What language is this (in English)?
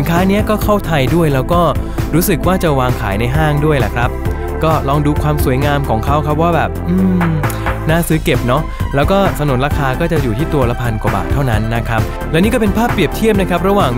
Thai